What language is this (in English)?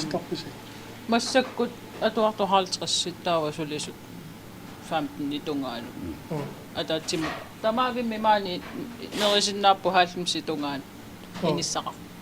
Kalaallisut